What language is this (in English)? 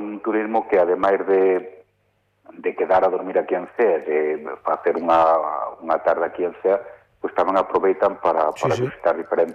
Galician